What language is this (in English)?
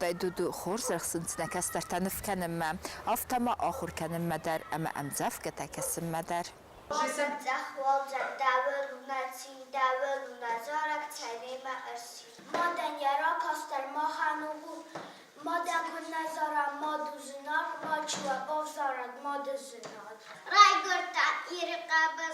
Ossetic